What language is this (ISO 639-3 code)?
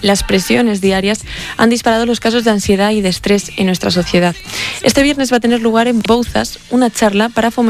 spa